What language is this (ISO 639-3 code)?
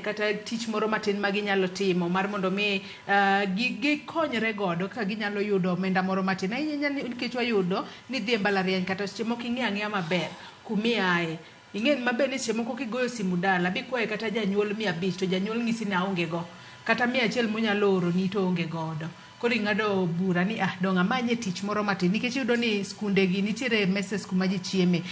luo